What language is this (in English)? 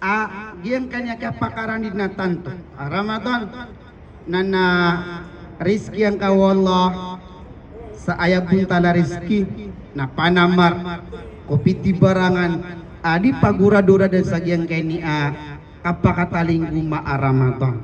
Maranao